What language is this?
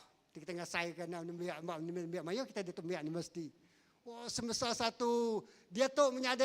Iban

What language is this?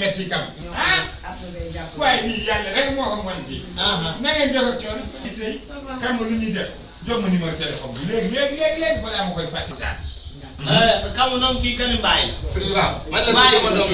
Wolof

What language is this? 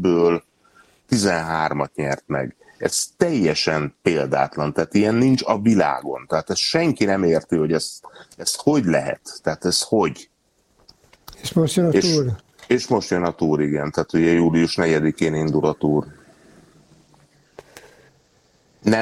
Hungarian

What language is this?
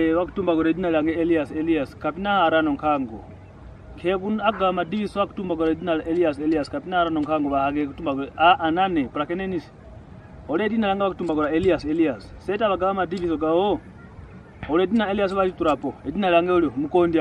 Kwangali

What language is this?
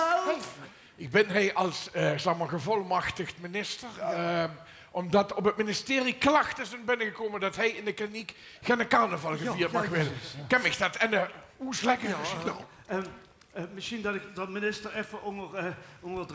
Limburgish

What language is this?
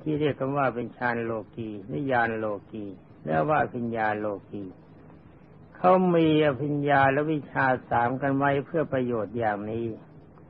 Thai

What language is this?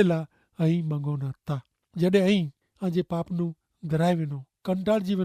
Kachhi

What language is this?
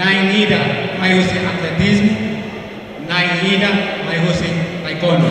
Tetum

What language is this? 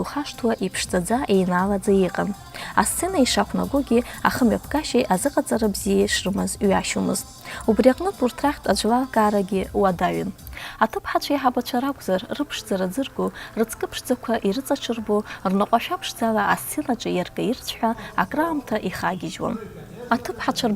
Abkhazian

